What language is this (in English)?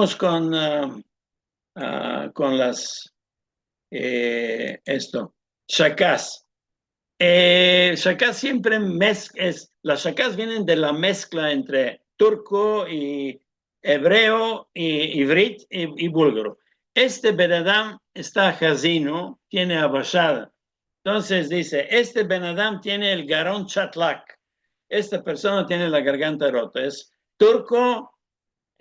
Ladino